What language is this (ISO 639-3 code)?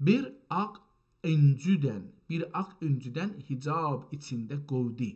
azb